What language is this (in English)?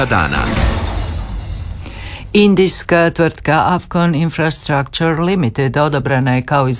Croatian